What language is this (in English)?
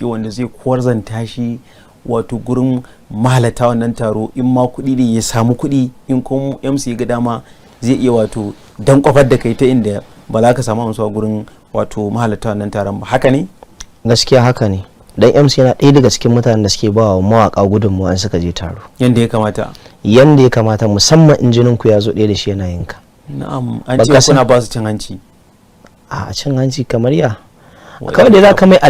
Hausa